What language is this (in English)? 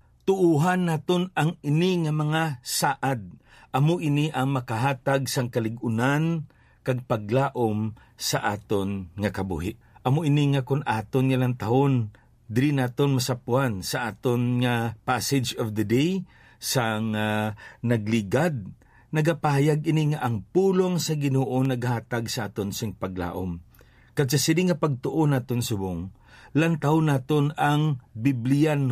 Hiligaynon